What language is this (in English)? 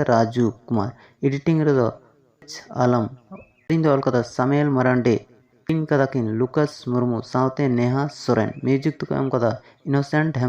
Santali